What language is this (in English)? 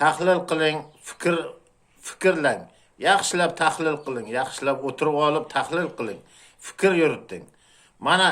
Uzbek